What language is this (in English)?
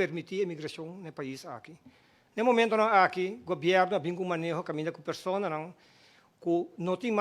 Papiamento